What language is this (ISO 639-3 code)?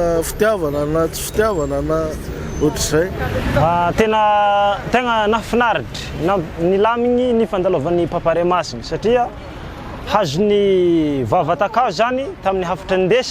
mlg